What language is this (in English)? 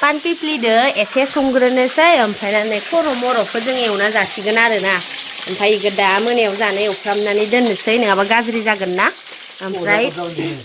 Bodo